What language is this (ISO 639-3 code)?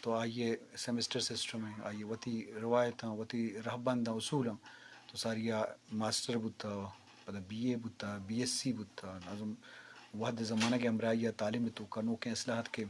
bgp